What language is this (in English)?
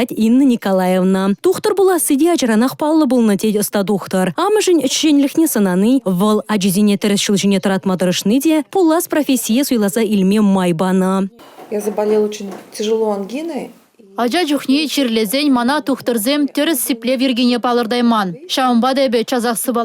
Chuvash